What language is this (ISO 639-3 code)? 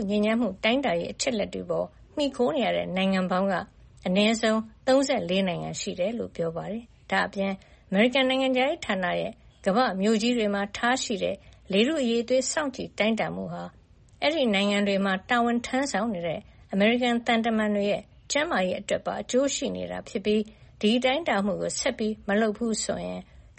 mya